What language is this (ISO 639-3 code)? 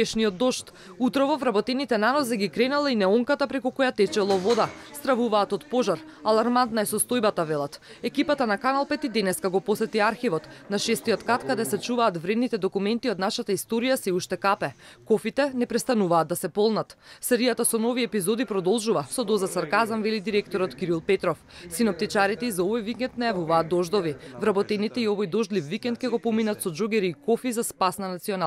mkd